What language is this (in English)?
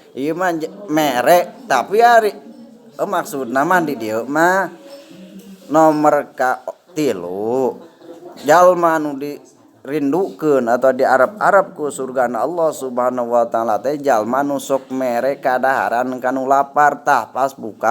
Sundanese